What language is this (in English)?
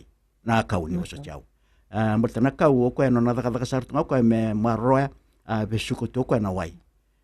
Fijian